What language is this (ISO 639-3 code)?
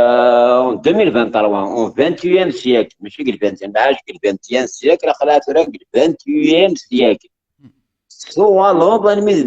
kab